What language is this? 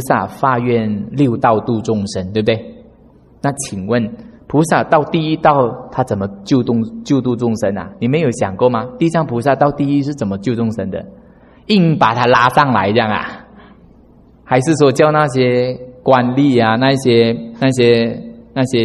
Chinese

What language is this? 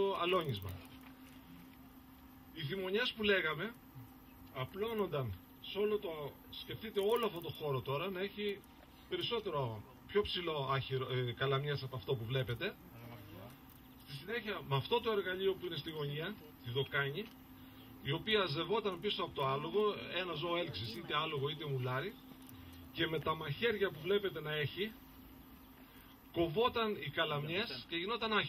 Greek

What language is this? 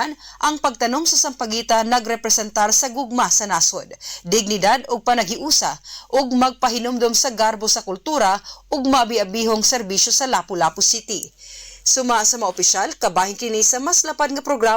Cebuano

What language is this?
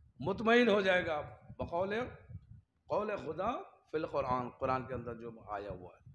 Urdu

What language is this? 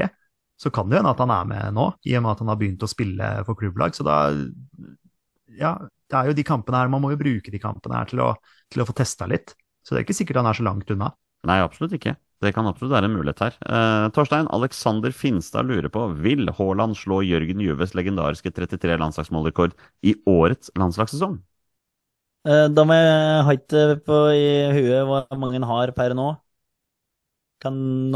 Norwegian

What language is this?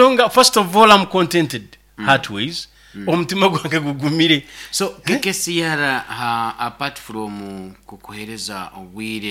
Nyoro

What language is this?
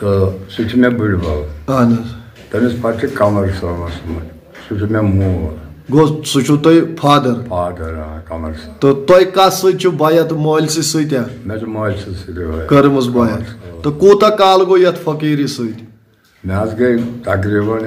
Kashmiri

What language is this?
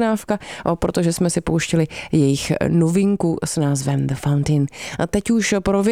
Czech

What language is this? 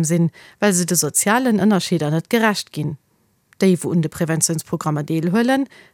Luxembourgish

